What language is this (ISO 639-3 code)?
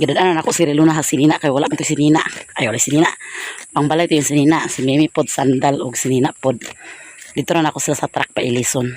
ceb